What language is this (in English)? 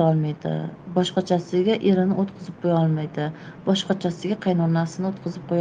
Uzbek